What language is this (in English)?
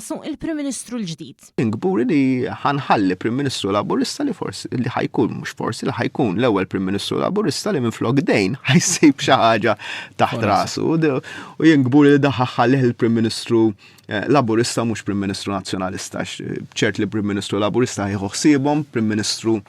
Maltese